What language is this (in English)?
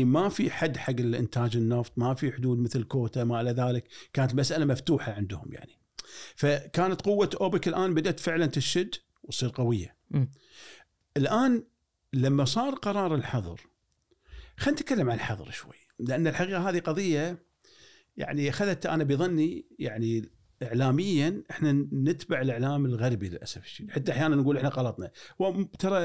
Gulf Arabic